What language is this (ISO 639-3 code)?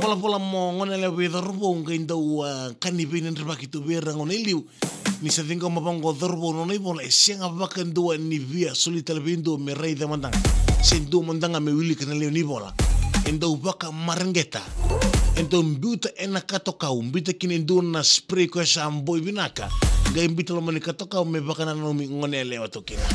fij